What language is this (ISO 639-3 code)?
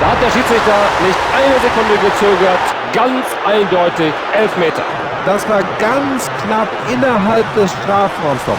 bar